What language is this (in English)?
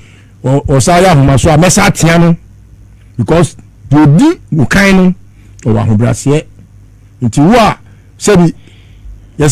Akan